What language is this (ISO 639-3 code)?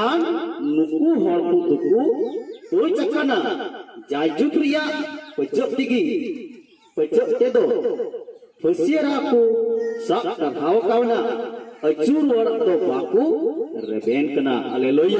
sat